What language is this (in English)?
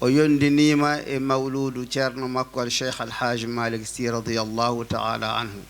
Fula